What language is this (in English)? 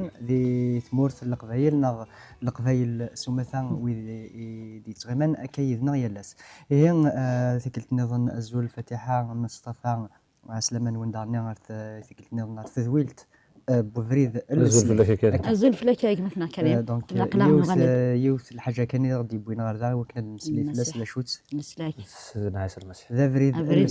Kabyle